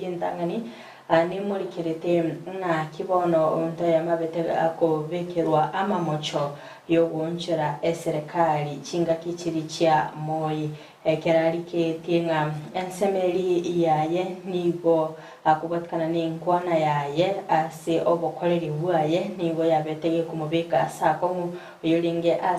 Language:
Gusii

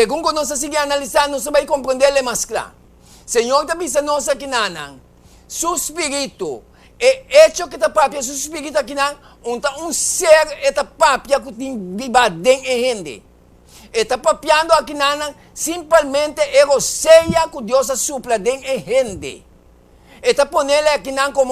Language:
Papiamento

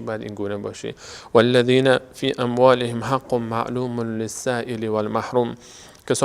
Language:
Persian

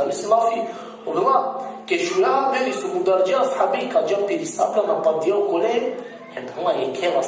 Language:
Balkan Romani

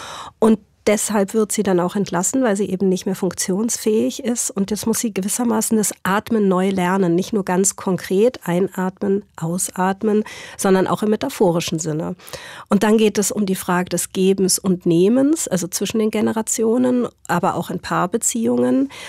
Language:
Swiss German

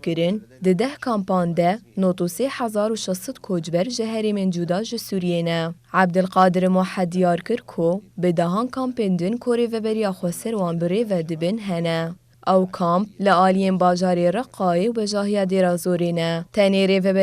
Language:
Kurdish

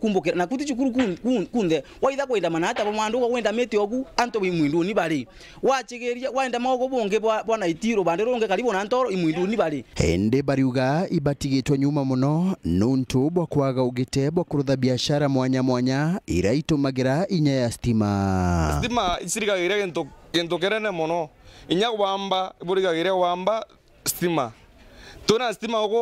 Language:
Meru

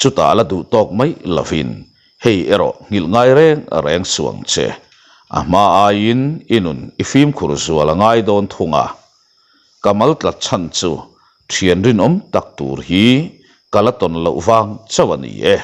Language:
Mizo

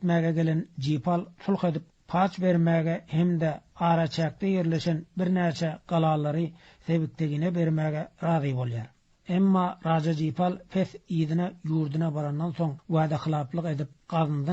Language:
Turkmen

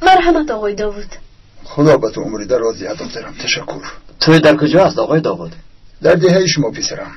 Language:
Tajik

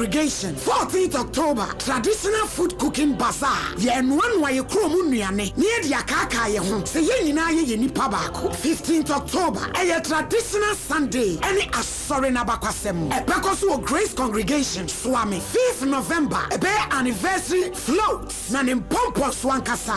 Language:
Akan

